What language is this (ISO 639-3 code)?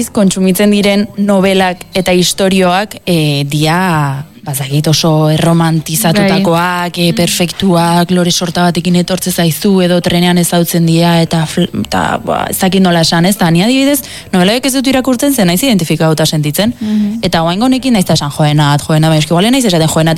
eus